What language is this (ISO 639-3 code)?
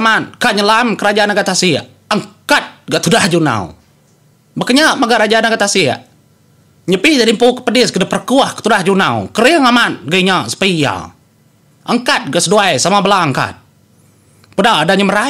iba